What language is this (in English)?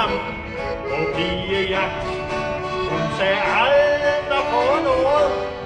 Danish